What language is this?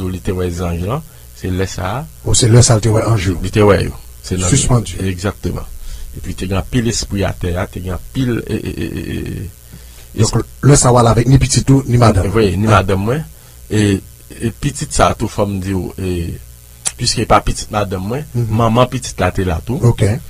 Haitian Creole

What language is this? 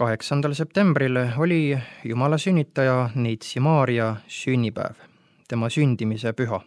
Estonian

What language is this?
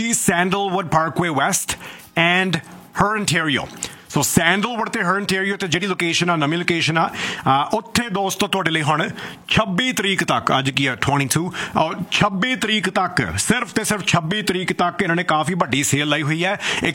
Punjabi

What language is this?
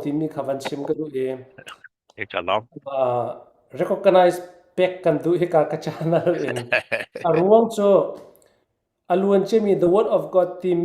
Falam Chin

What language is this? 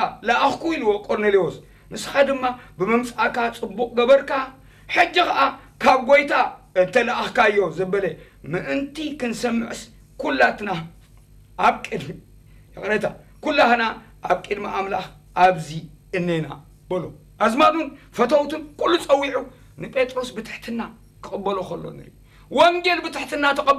Tigrinya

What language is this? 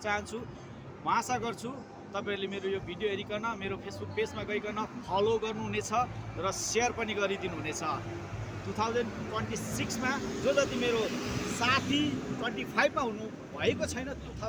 Nepali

